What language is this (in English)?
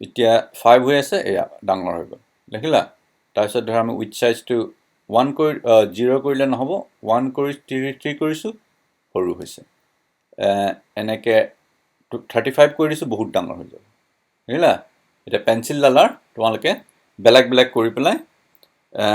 Assamese